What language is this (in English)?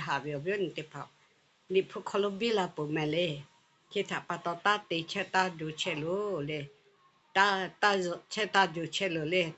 Lahu